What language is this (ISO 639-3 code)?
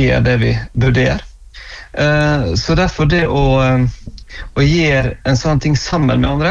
nor